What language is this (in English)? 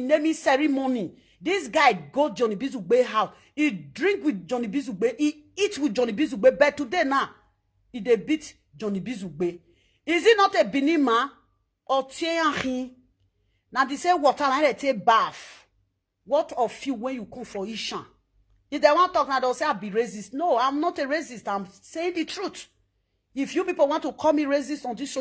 Nigerian Pidgin